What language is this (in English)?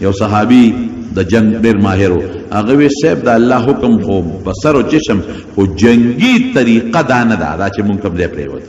Pashto